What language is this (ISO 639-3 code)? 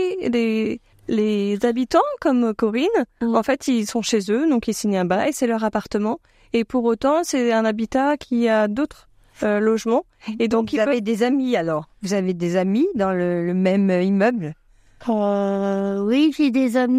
fra